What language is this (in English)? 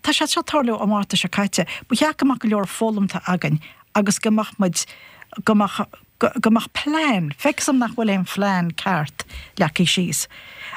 Irish